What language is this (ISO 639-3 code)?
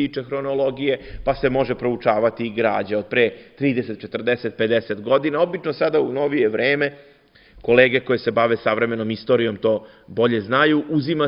srp